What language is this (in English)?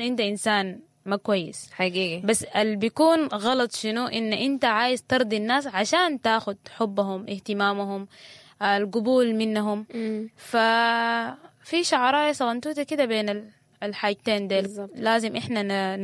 Sudanese Arabic